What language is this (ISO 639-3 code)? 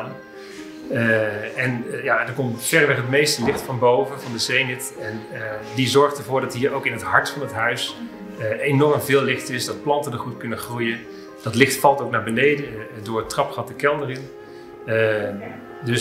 nld